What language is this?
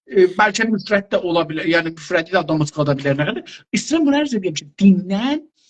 South Azerbaijani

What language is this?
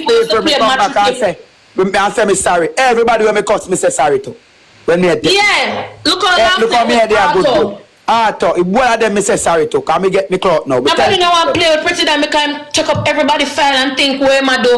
Jamaican Creole English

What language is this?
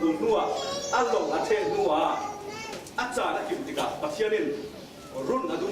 Falam Chin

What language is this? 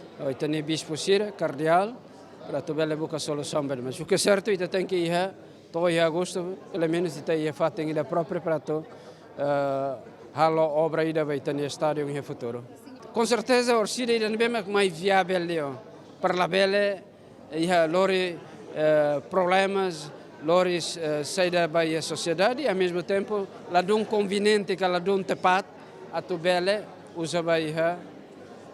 Tetum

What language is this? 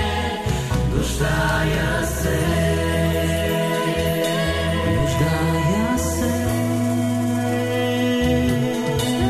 Bulgarian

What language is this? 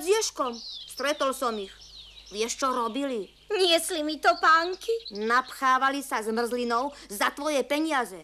Slovak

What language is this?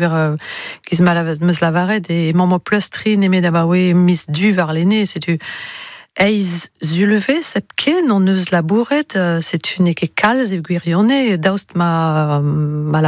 Breton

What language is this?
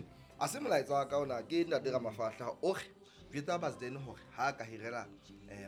Southern Sotho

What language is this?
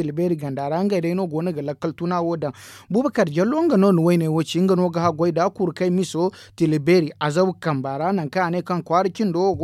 Zarma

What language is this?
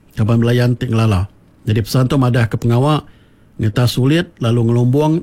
Iban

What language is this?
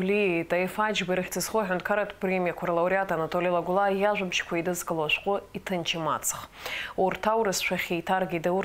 Abkhazian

